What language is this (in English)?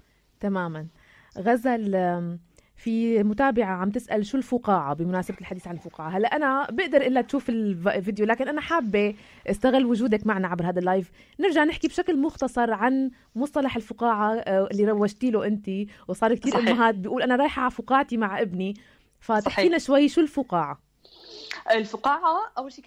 North Levantine Arabic